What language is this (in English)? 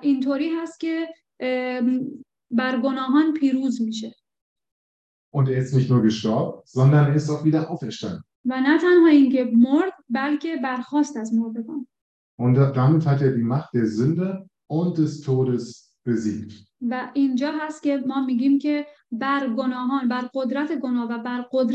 Persian